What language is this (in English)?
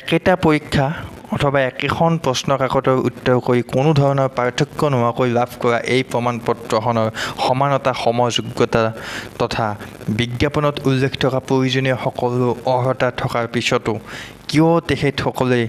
Assamese